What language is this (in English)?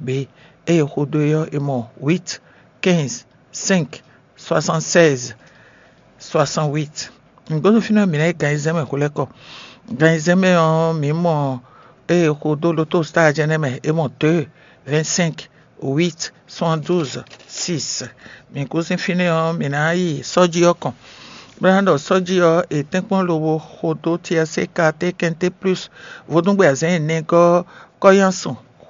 Fon